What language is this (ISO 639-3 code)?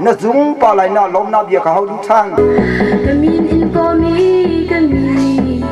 cnh